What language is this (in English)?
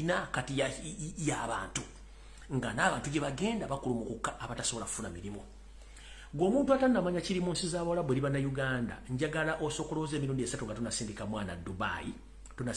Ganda